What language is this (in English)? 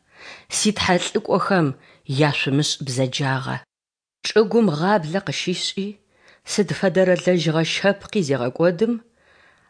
Adyghe